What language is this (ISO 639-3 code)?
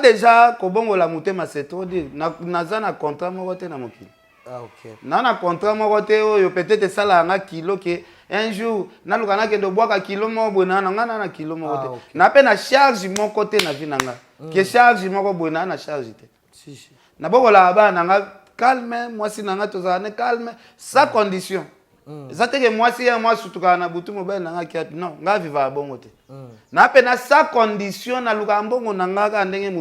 lin